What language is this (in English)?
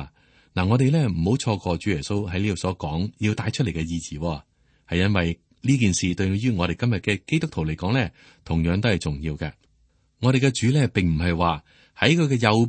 Cantonese